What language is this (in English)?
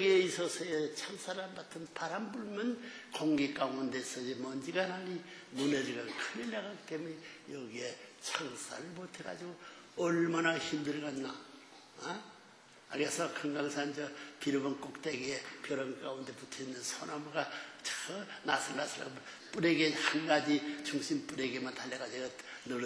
Korean